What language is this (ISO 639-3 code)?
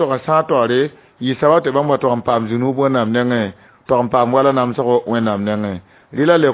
mos